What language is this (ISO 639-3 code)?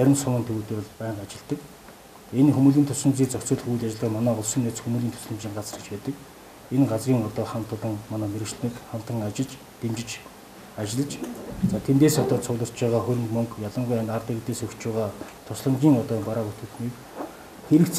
mon